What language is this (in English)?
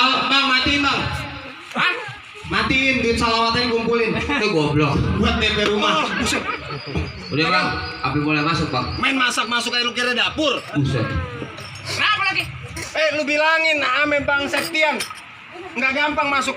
Betawi